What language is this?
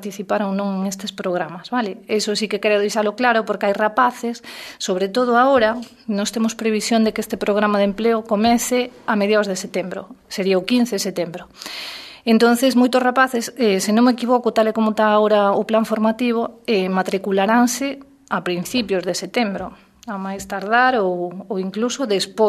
Galician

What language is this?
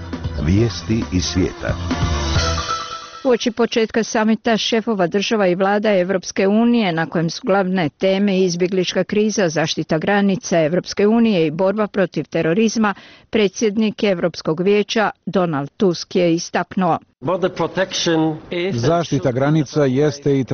Bosnian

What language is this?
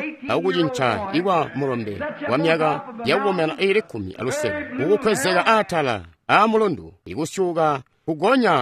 Tonga (Zambia)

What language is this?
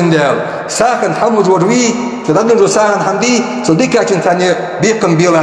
Ingush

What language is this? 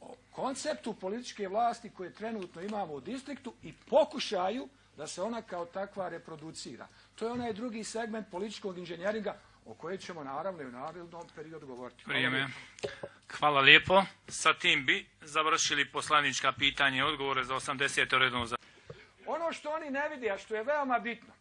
Bosnian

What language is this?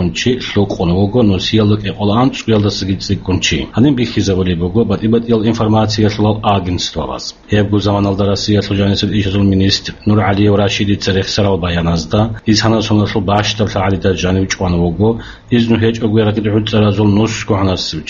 Avaric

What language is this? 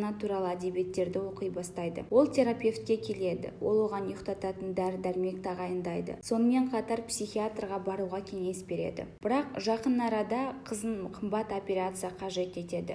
Kazakh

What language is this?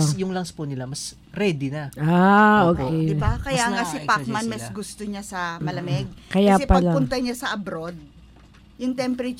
Filipino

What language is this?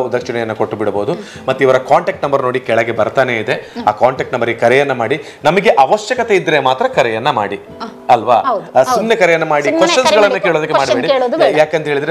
Kannada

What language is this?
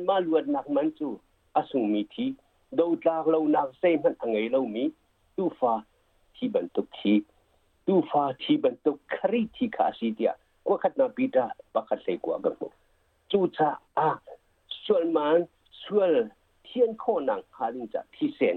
Hakha Chin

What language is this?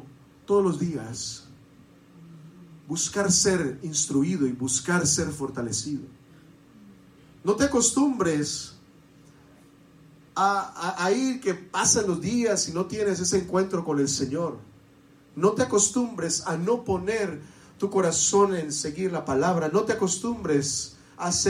Spanish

